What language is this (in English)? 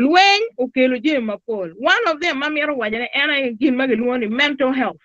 Acoli